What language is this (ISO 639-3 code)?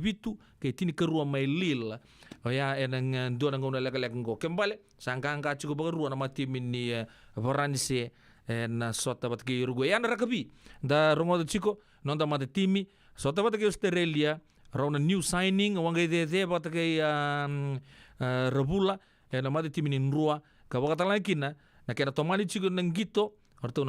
fij